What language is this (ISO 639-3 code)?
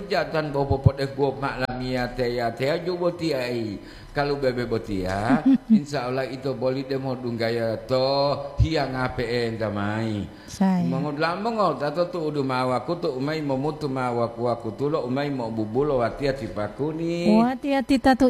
gor